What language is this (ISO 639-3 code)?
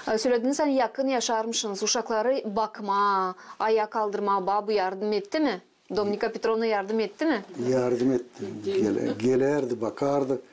gag